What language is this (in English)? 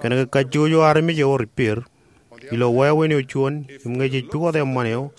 Marshallese